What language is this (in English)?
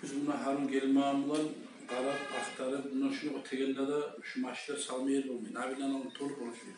Kumyk